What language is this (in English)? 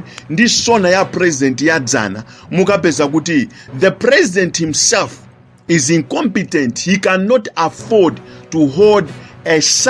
Nyanja